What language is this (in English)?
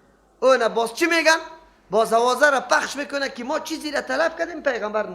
Persian